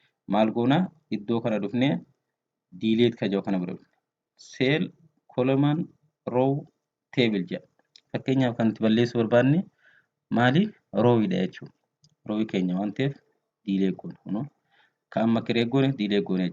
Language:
Oromo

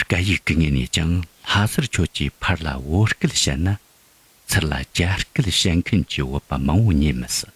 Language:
Tibetan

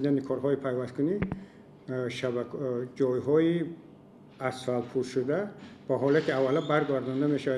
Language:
Tajik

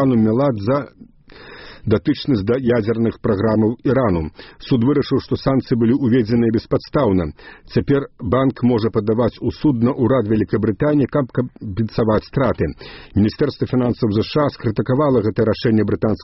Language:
Belarusian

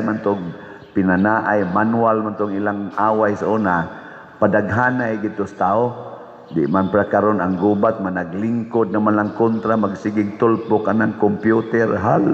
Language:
Cebuano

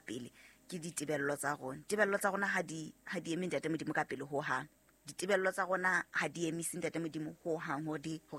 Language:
Southern Sotho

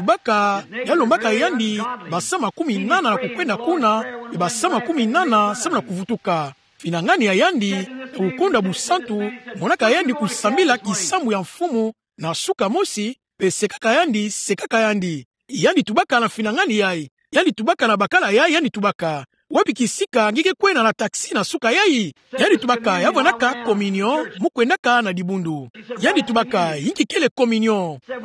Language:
Kituba (Democratic Republic of Congo)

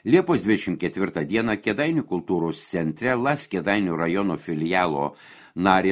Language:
Lithuanian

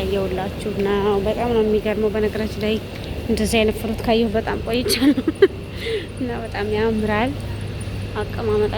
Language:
Amharic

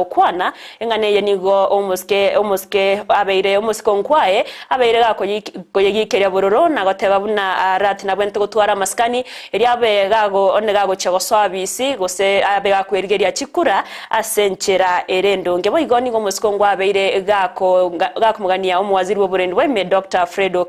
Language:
Gusii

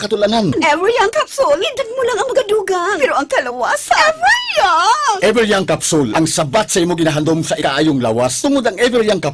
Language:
Hiligaynon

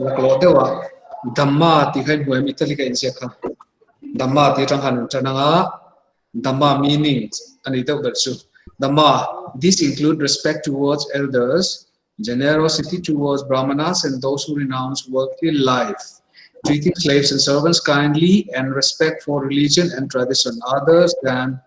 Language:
Mizo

